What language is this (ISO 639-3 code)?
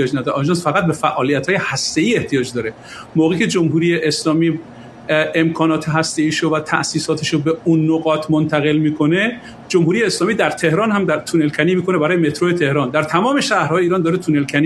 fas